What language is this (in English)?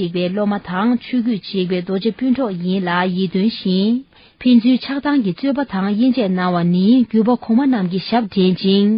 Tibetan